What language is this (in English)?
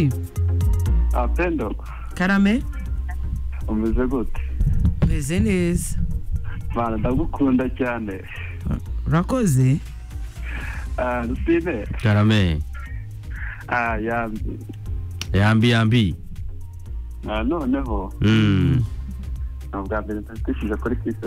Kinyarwanda